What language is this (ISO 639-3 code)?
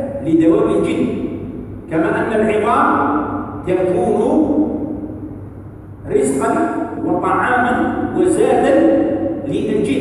ara